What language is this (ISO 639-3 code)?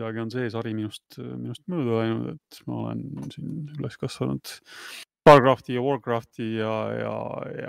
est